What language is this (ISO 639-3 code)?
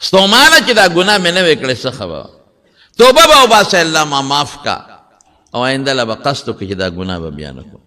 pus